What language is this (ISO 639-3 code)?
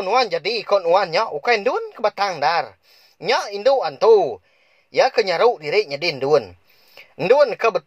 iba